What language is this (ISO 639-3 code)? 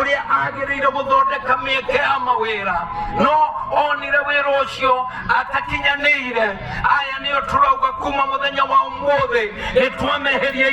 kik